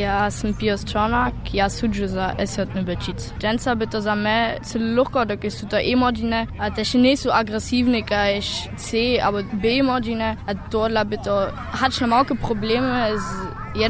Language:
Upper Sorbian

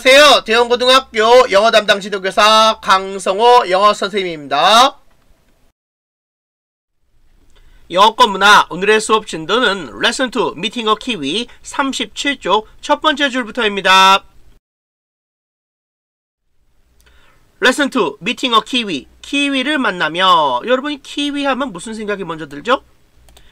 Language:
Korean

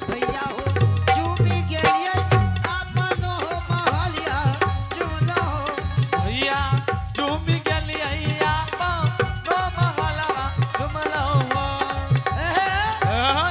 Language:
Angika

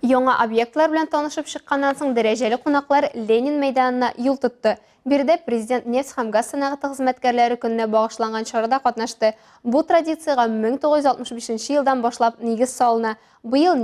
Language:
Tatar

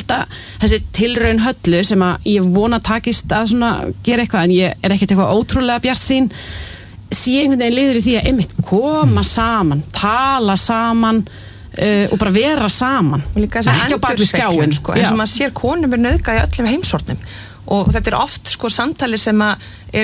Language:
Icelandic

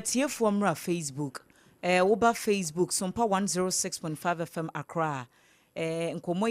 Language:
Akan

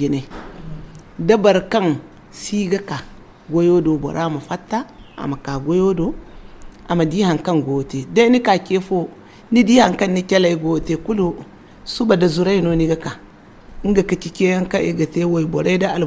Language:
Zarma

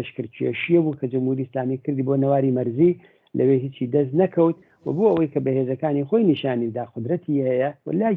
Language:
Central Kurdish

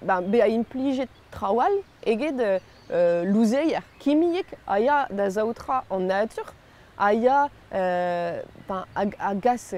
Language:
Breton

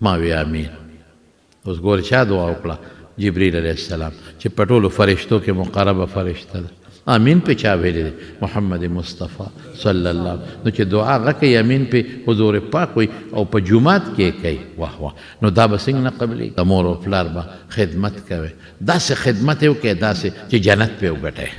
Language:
Pashto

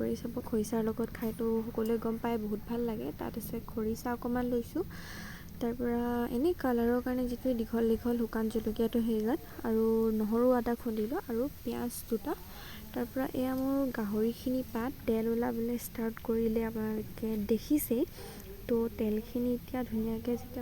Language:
Assamese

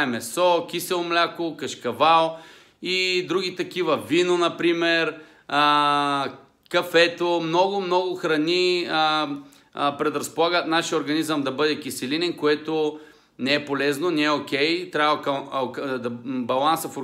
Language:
Bulgarian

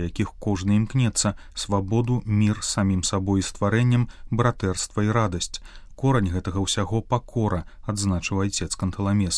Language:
Belarusian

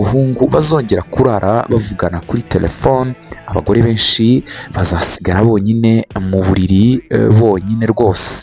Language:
Kinyarwanda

